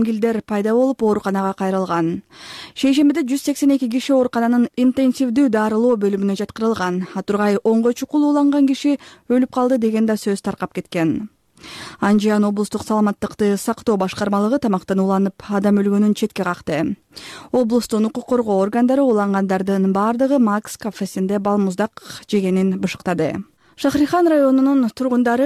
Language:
Kyrgyz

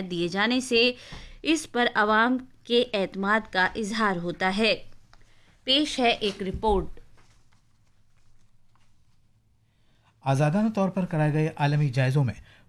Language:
Urdu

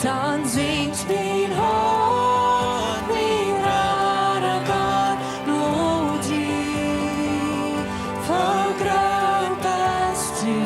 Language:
Plautdietsch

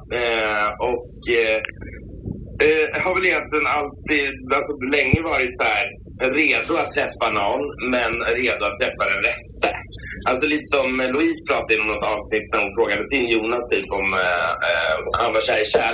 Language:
Swedish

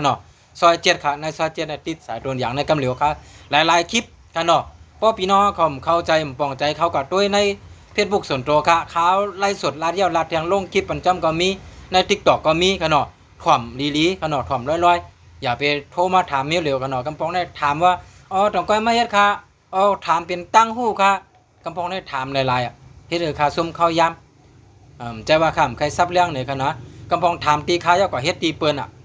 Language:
Shan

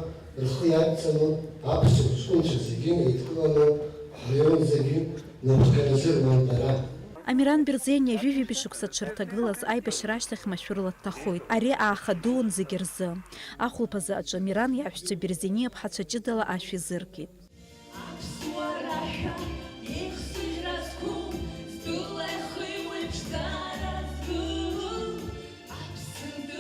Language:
Abkhazian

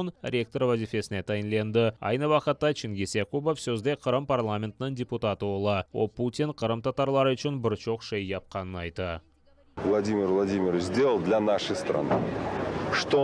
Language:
Crimean Tatar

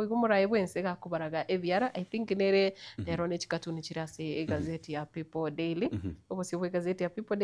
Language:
Gusii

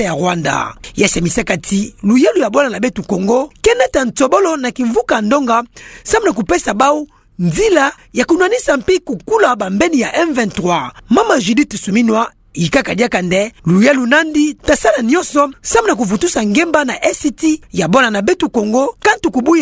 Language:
Kituba (Democratic Republic of Congo)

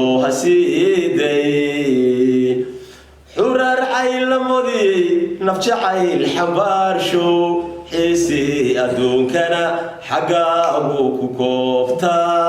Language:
Somali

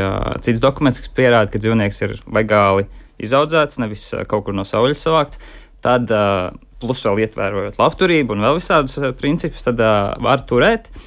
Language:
Latvian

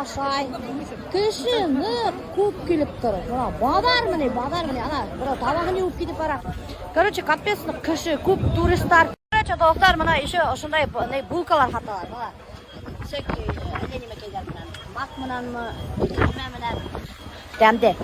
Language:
Bashkir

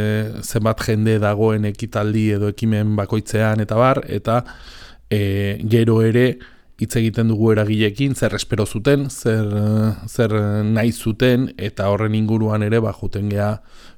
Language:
Basque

